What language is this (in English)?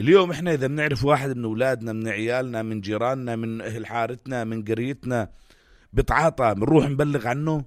North Levantine Arabic